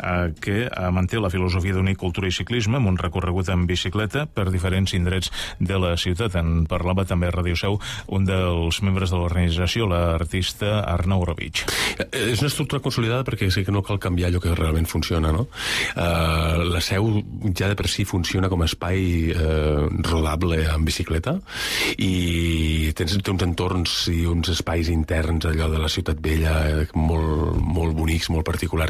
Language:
Catalan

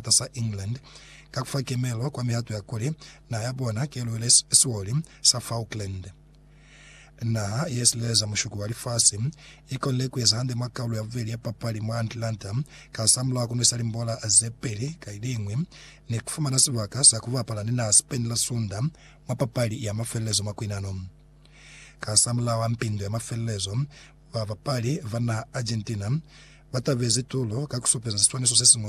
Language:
Lozi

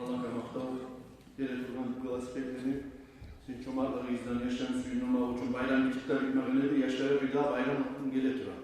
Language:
Kumyk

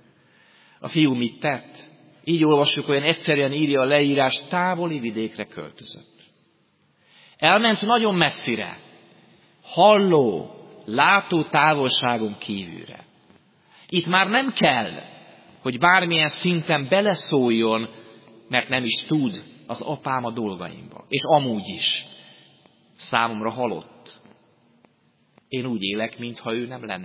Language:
Hungarian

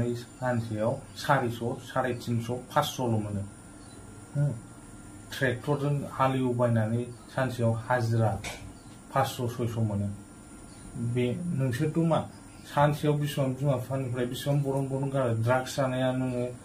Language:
Bodo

